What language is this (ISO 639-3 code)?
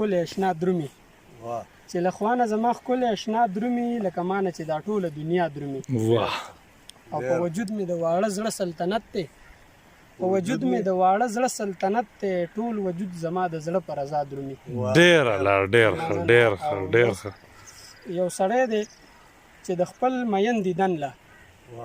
pus